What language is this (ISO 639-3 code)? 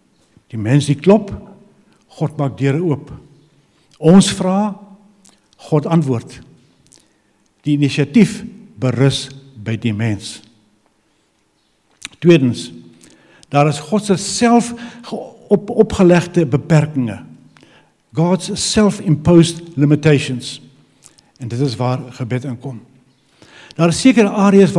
afr